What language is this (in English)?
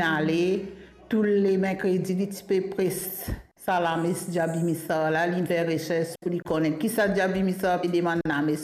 Morisyen